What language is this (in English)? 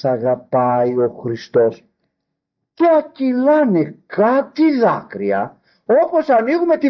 Greek